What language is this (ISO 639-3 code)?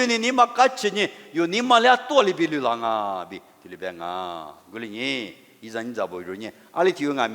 lis